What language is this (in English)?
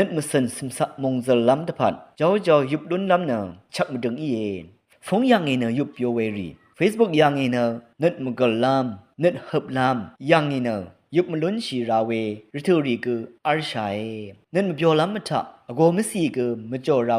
Rawang